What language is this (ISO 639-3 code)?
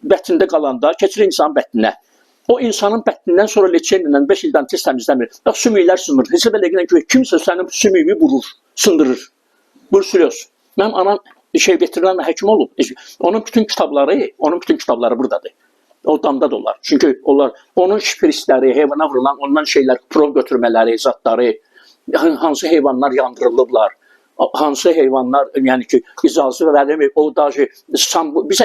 aze